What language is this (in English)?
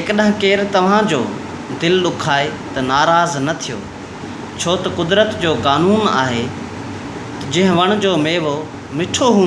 Sindhi